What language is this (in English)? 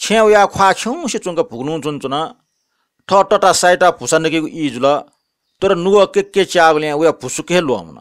Newari